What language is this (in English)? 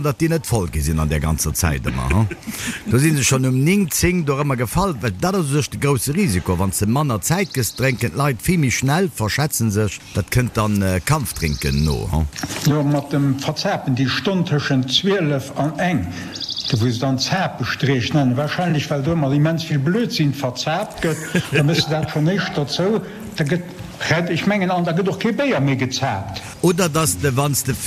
Luxembourgish